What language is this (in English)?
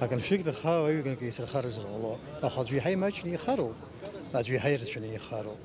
Abkhazian